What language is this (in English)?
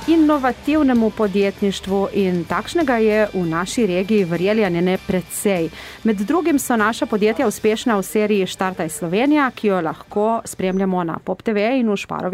Slovenian